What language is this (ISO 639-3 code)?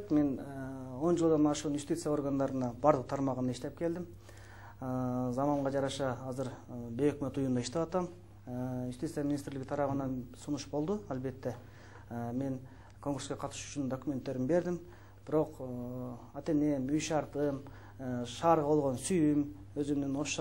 kir